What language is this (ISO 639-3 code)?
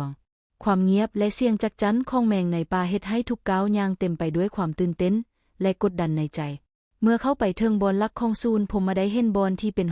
lao